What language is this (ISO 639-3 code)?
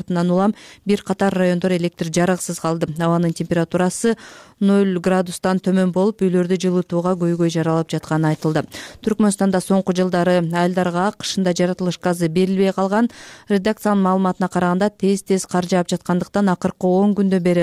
kir